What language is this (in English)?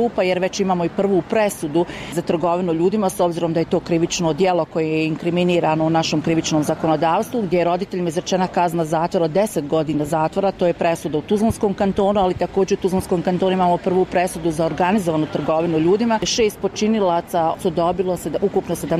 Bosnian